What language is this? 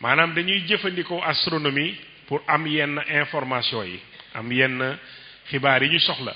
Wolof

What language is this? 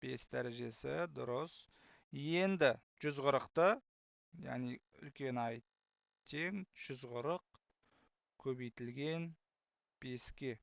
Kazakh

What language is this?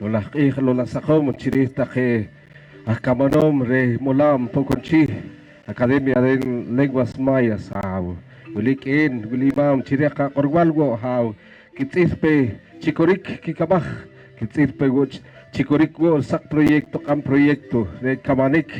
Poqomchi'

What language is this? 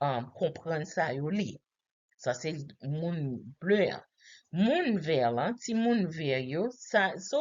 Haitian Creole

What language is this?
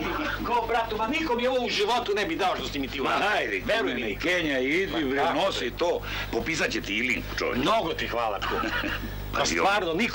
Serbian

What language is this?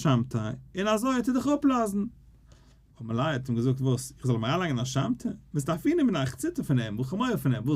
Yiddish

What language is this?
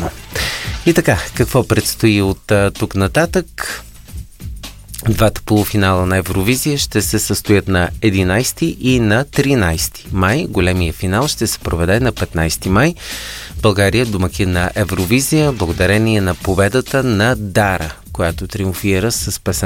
Bulgarian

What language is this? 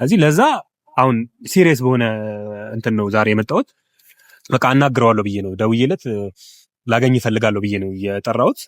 Amharic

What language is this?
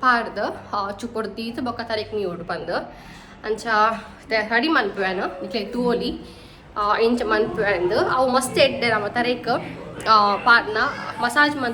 Tulu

